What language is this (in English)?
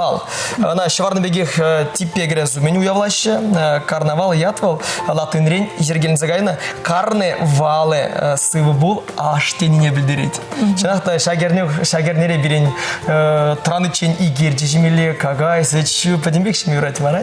Chuvash